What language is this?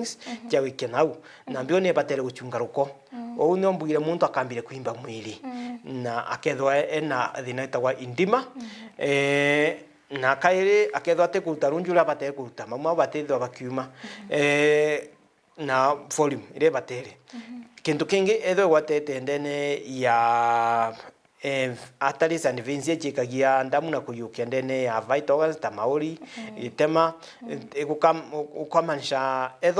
Meru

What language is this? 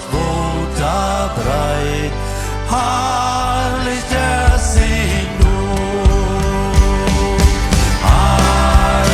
Plautdietsch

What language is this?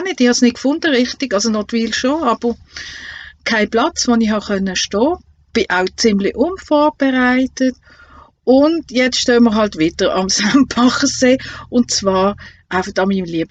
Swiss German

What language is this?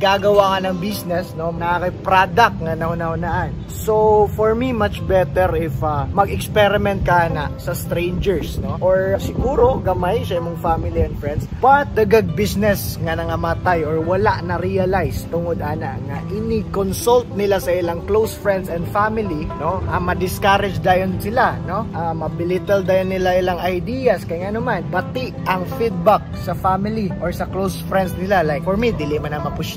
Cebuano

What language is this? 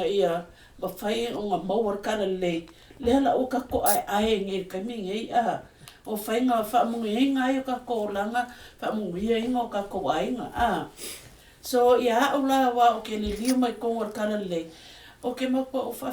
Samoan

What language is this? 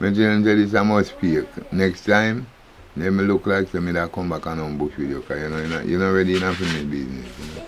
Jamaican Creole English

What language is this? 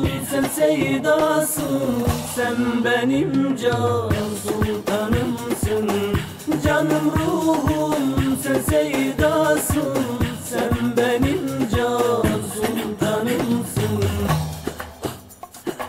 Turkish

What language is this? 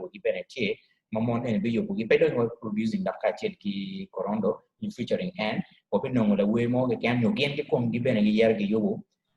Acoli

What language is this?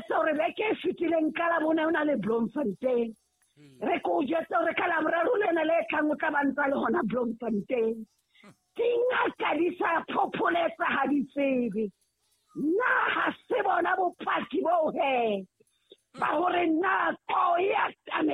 Southern Sotho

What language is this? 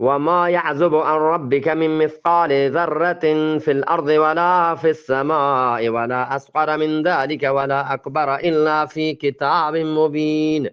Eastern Balochi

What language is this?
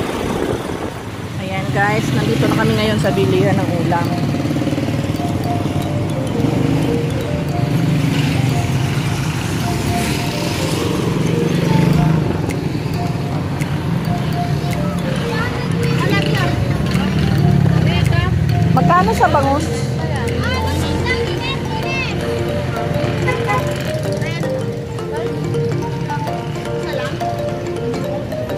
Filipino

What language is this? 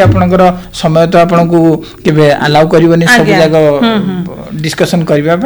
Odia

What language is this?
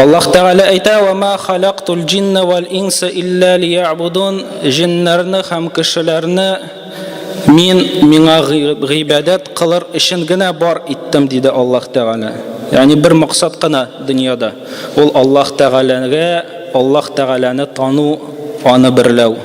Tatar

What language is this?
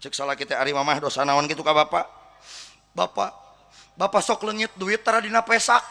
Sundanese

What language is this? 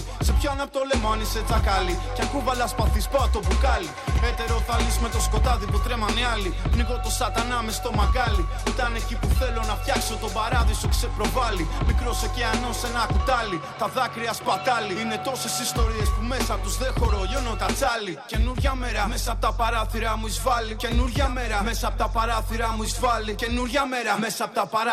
Greek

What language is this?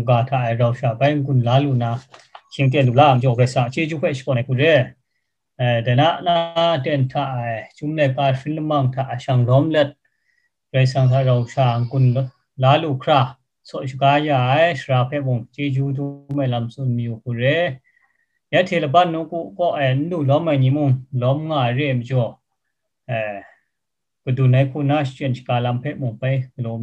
Kachin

